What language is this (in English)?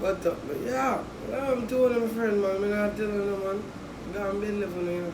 Jamaican Creole English